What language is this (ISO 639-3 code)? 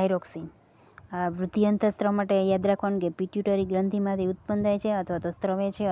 guj